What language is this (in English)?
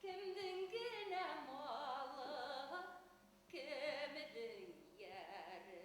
Bashkir